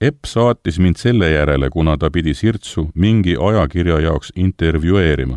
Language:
Estonian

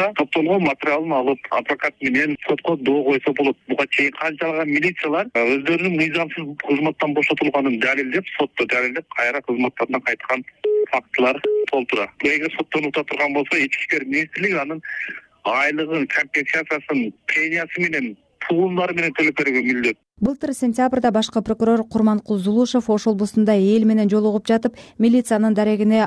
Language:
Kyrgyz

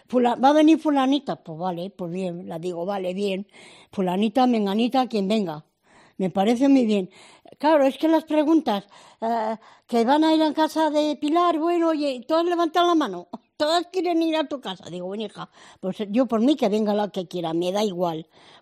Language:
Spanish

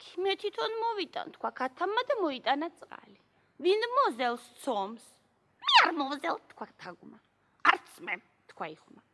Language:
Georgian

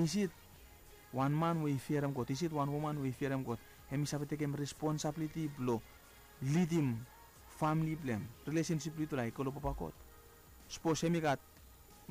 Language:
Bislama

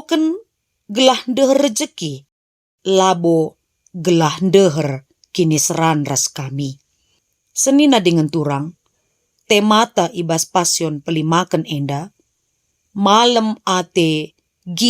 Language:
Batak Karo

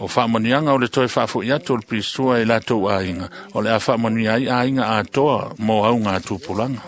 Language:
Samoan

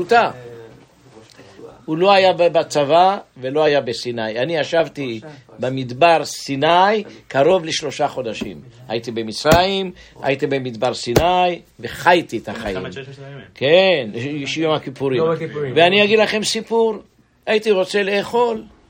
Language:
Hebrew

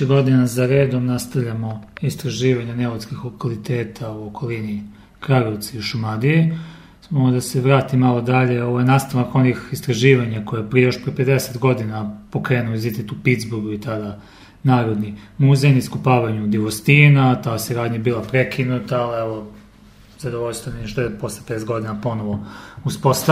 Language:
Serbian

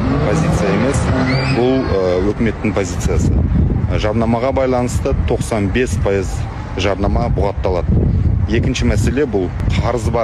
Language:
Kazakh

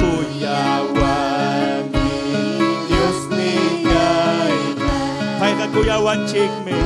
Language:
Ayacucho Quechua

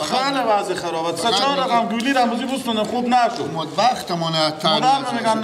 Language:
Persian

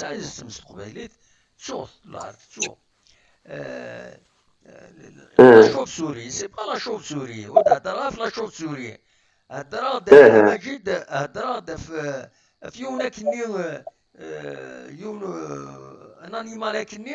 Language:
Kabyle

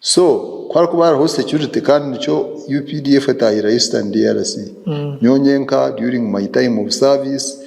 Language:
Nyankole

